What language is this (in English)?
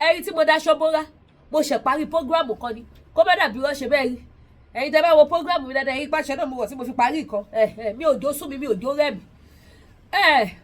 Yoruba